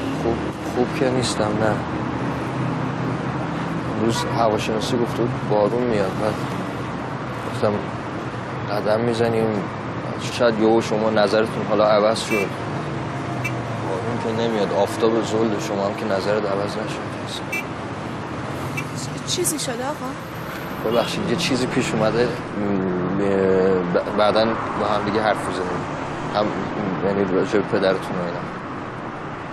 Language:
Persian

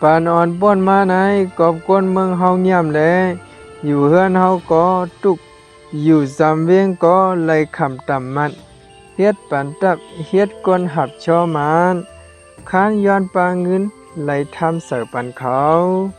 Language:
Shan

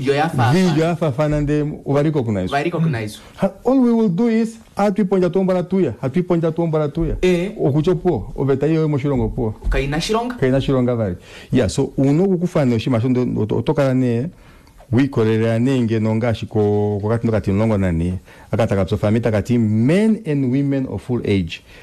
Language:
Kuanyama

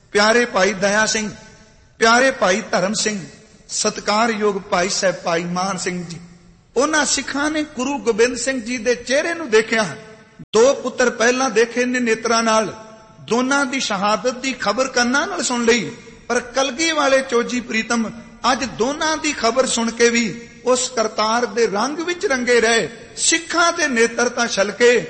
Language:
Punjabi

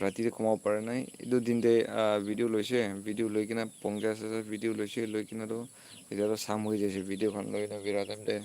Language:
Naga Pidgin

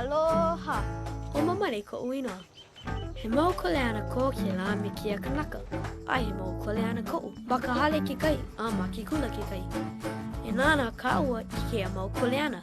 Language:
Hawaiian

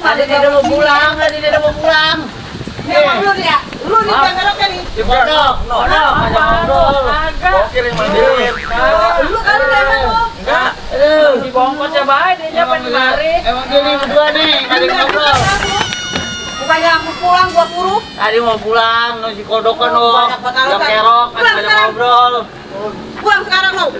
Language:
Betawi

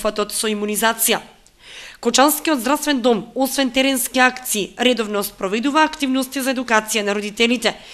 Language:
Macedonian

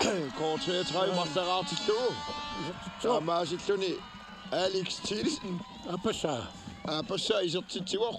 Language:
Kalaallisut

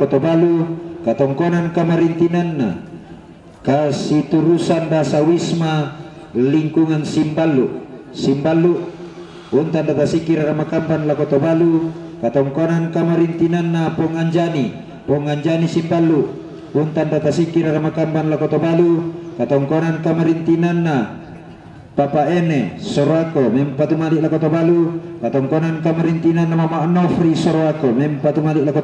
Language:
Toraja-Sa'dan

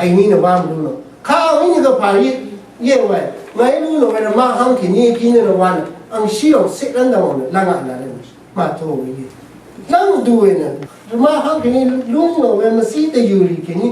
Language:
Rawang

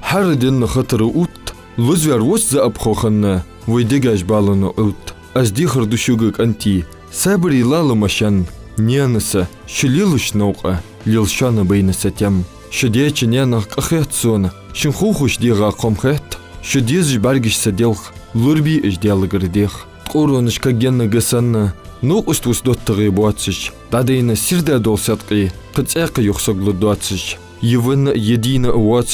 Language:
Ingush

